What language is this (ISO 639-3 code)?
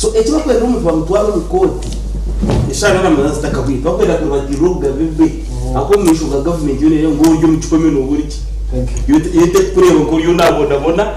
nyn